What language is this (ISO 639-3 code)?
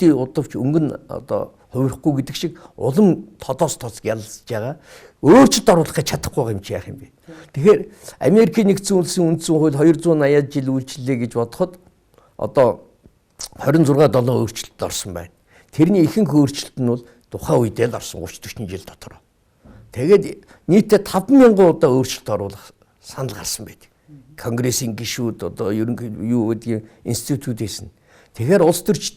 mon